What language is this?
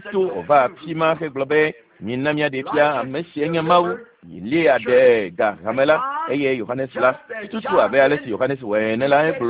Ewe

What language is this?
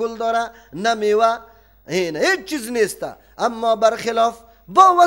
Persian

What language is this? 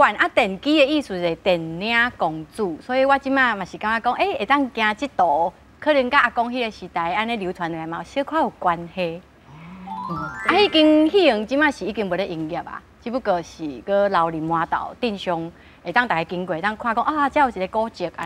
Min Nan Chinese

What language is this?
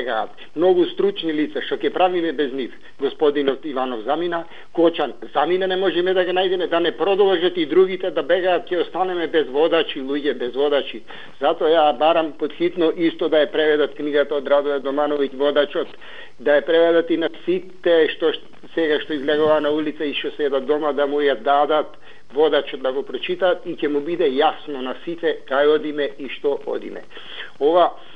Macedonian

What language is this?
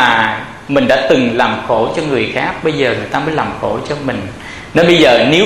Vietnamese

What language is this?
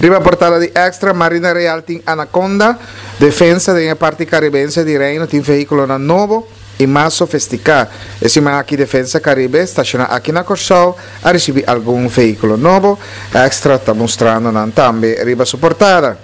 Papiamento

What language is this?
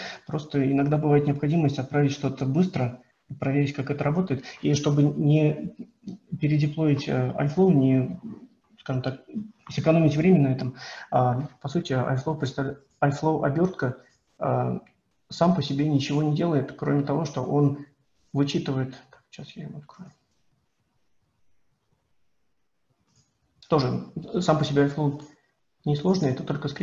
Russian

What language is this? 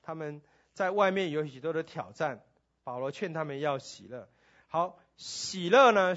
Chinese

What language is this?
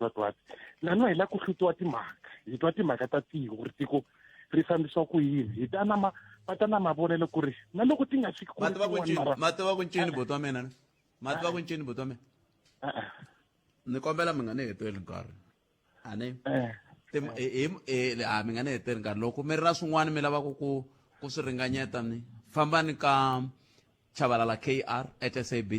Tsonga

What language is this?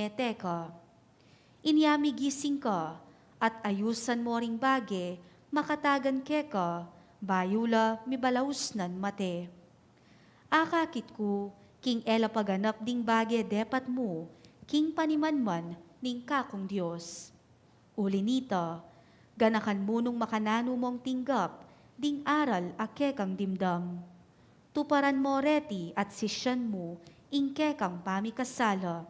Pampanga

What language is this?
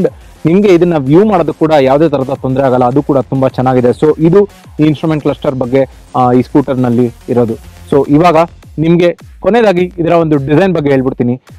Kannada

